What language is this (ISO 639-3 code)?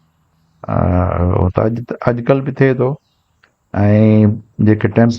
snd